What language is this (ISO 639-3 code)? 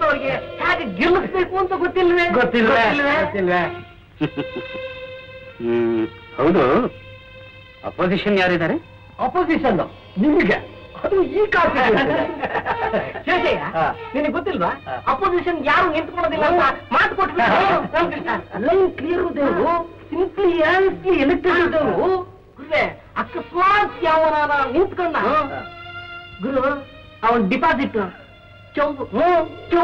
kan